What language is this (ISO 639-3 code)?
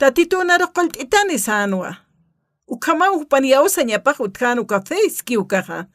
aym